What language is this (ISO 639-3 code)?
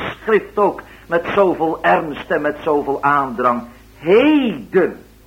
nld